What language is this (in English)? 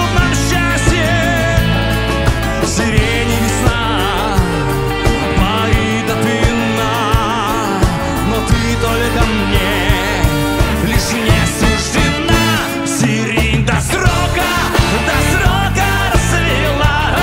Russian